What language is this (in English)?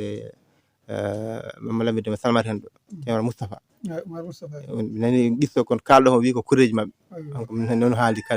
Fula